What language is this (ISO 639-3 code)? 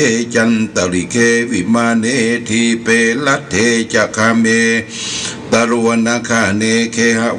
pli